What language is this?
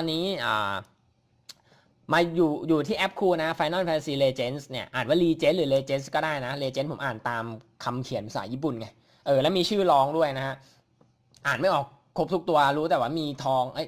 Thai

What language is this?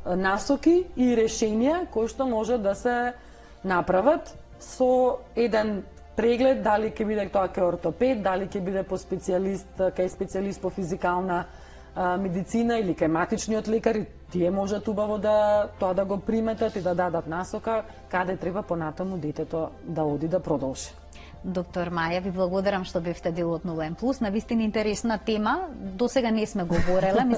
Macedonian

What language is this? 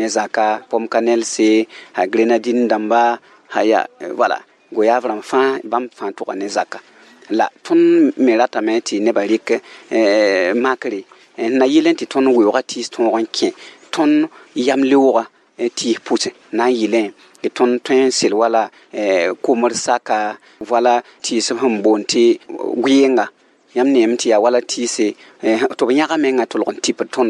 Mossi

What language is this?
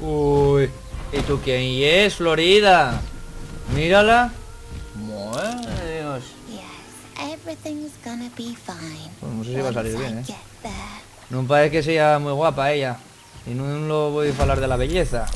Asturian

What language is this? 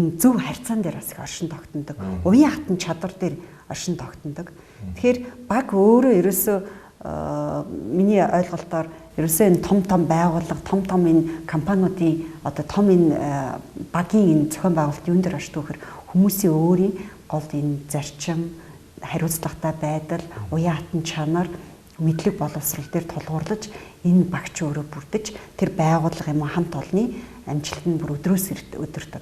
Mongolian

